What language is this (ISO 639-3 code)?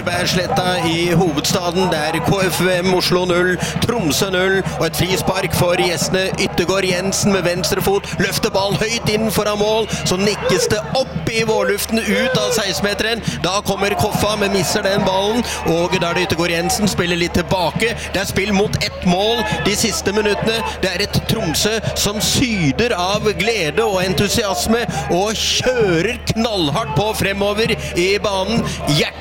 nor